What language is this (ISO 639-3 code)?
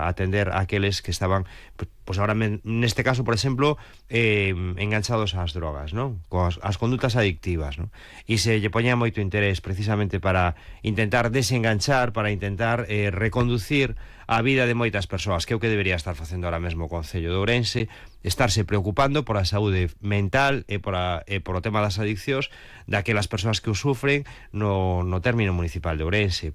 glg